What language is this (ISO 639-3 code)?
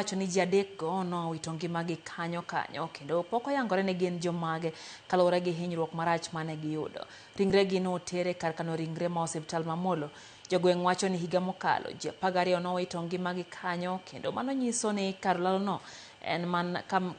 luo